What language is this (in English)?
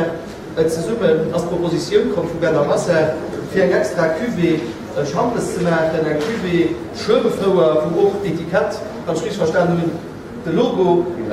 Luxembourgish